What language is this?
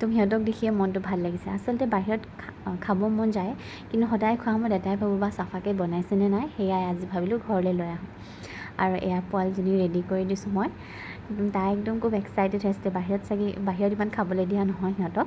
Assamese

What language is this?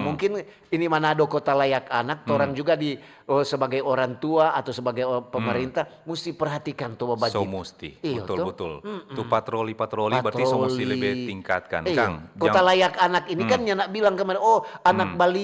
Manado Malay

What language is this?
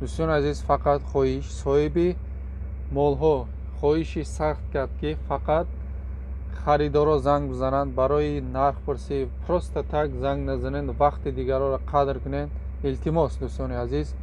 Tajik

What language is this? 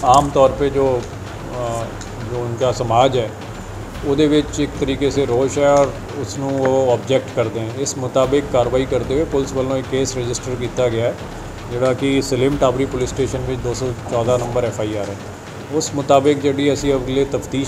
Punjabi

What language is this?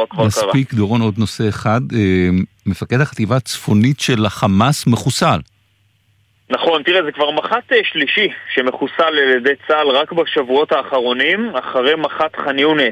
Hebrew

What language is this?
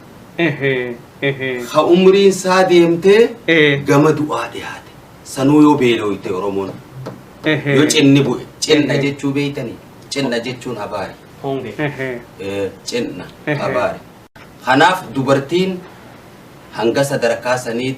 Oromo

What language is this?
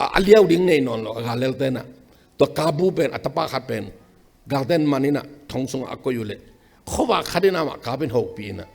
Tedim Chin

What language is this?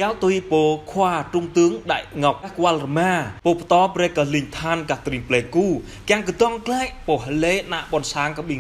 Jarai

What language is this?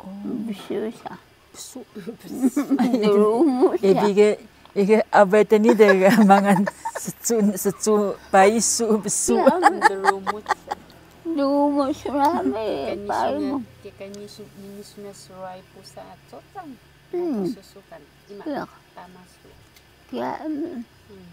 Taroko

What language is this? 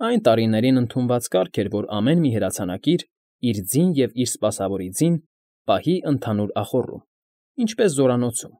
Armenian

